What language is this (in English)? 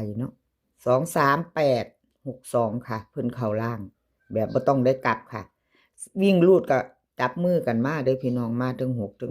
Northeastern Thai